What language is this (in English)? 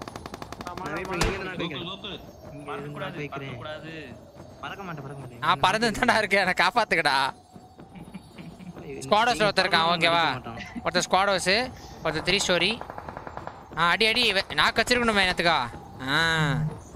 Tamil